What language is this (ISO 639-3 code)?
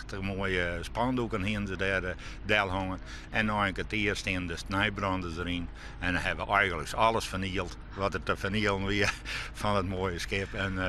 fry